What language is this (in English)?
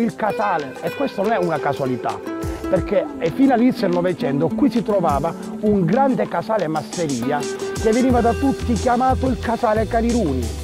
Italian